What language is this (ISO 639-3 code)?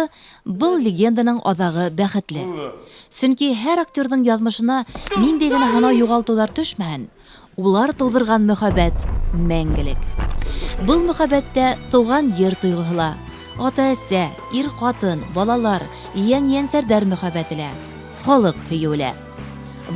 bak